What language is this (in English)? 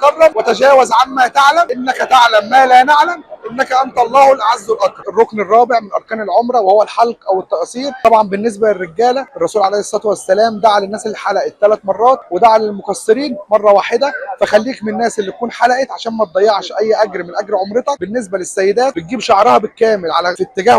Egyptian Arabic